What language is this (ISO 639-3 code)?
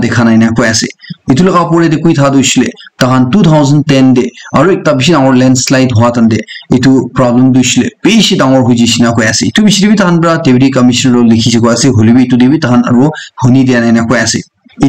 nag